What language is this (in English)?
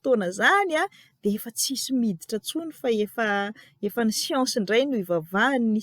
Malagasy